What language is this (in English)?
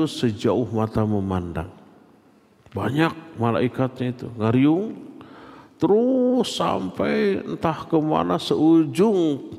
Indonesian